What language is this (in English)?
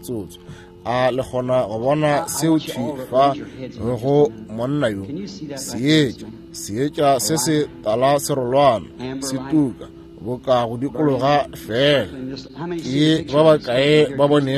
Northern Sotho